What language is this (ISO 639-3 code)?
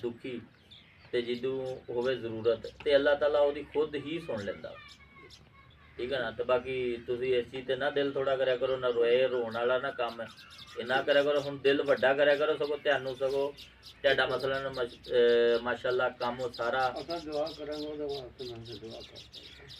pan